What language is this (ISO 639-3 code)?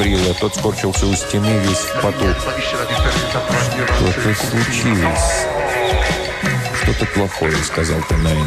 rus